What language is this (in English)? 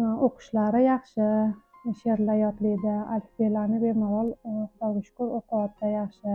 Uzbek